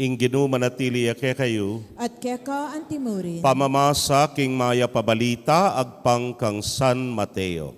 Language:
Pampanga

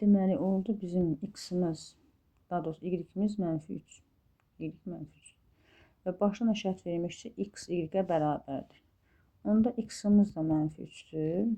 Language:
Azerbaijani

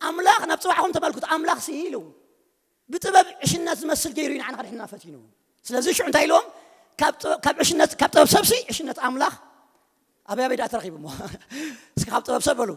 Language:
Tigrinya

